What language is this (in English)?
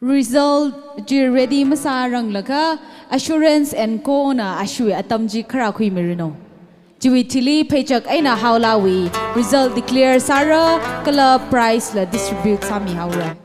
Tangkhul Naga (India)